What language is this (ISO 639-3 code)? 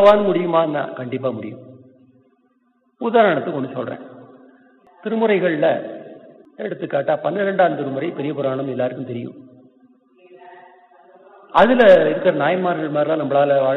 tam